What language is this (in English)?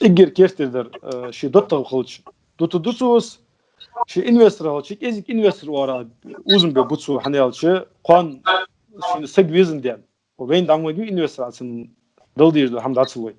Ingush